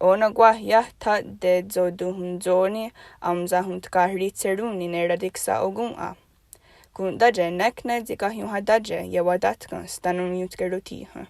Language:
Mohawk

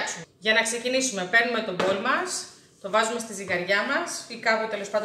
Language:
Greek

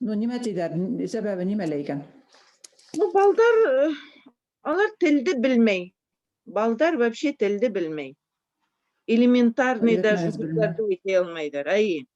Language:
Bashkir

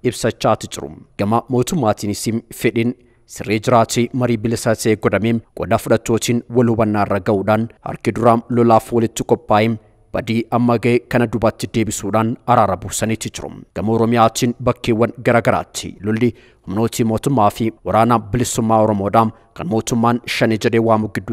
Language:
Oromo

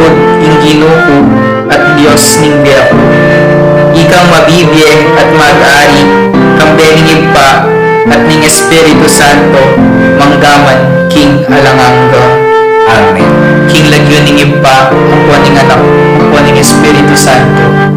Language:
Pampanga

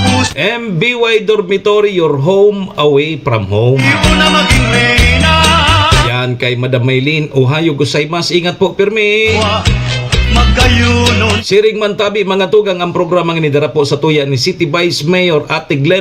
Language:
Bikol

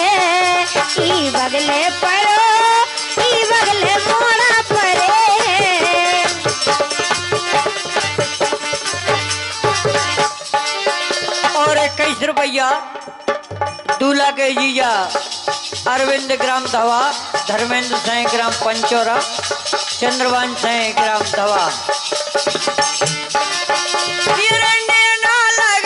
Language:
Bundeli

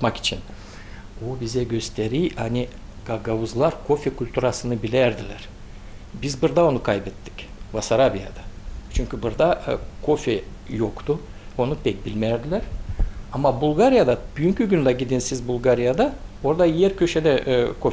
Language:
Gagauz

